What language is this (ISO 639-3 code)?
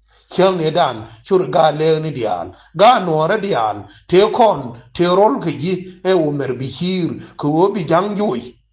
nus